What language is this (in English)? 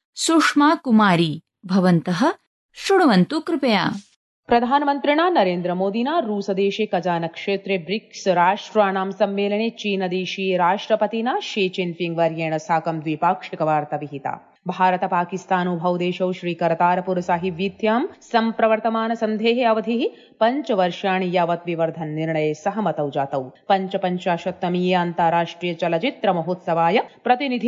Sanskrit